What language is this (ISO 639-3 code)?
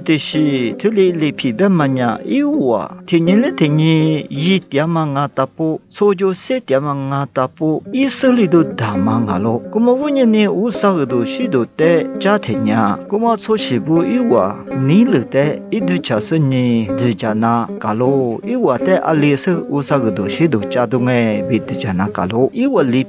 lis